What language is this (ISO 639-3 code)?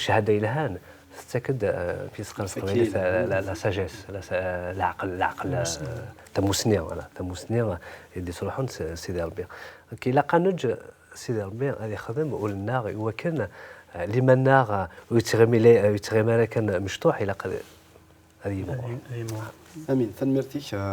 kab